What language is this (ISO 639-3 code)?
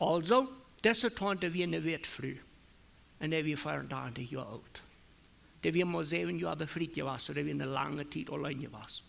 pdt